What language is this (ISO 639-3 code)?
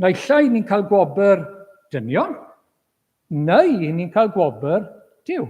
cym